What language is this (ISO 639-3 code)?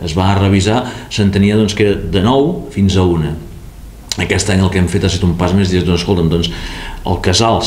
cat